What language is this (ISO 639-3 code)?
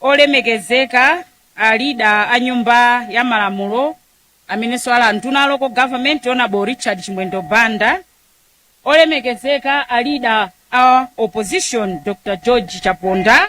nya